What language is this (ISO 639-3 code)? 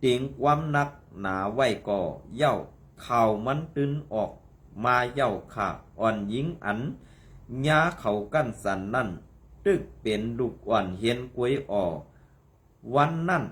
shn